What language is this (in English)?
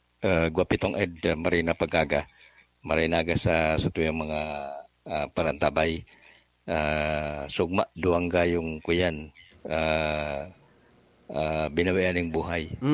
Bikol